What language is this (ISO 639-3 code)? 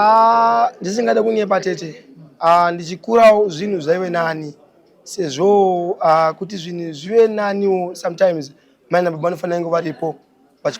sna